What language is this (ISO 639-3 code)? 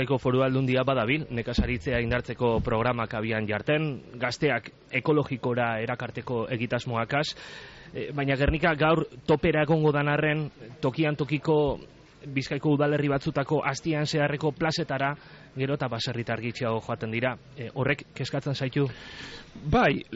eus